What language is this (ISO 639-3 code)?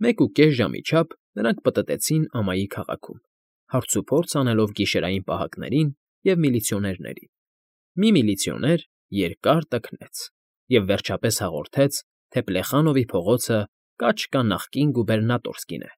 hye